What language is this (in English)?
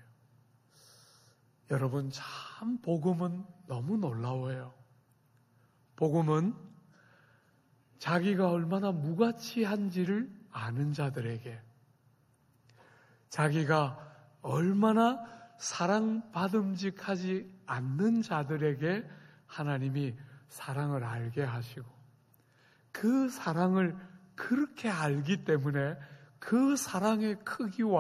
Korean